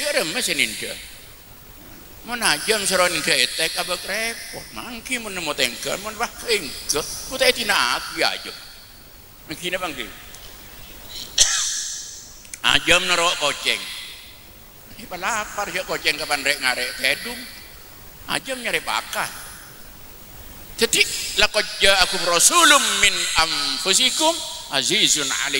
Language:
Madurese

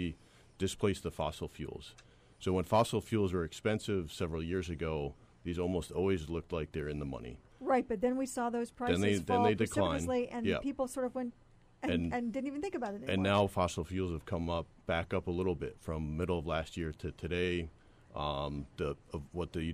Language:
English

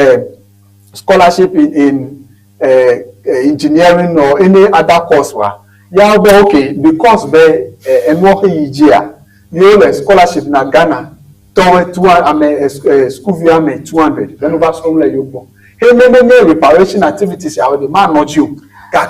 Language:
Ewe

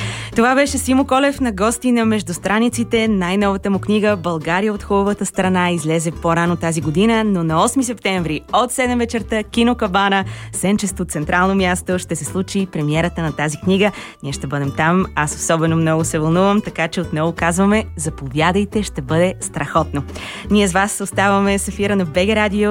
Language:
Bulgarian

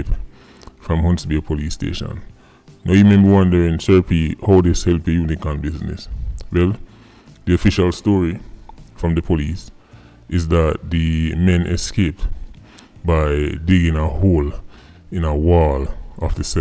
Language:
Jamaican Creole English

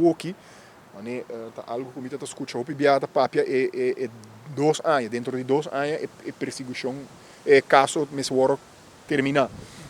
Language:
Papiamento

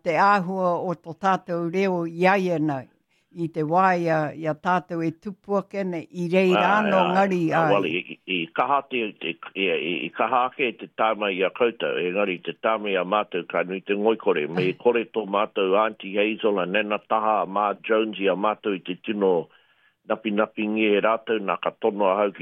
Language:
Māori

